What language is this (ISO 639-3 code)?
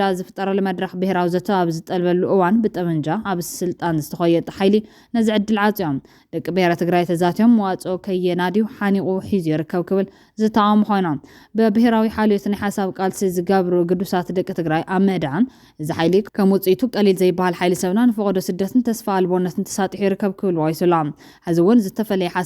tir